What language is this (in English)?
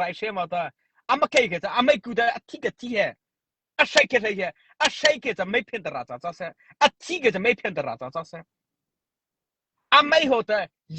Mara Chin